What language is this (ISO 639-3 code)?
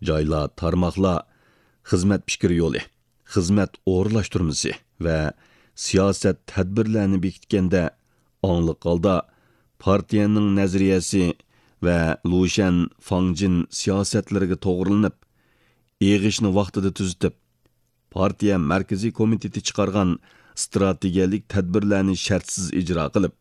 uig